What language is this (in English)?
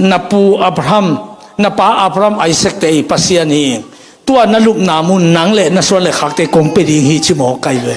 Tedim Chin